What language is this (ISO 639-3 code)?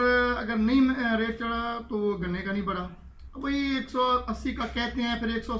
skr